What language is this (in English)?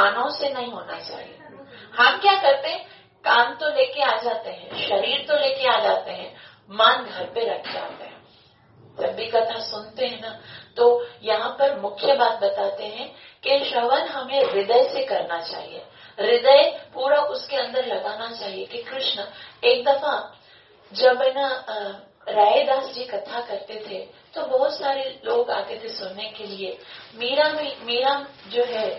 Hindi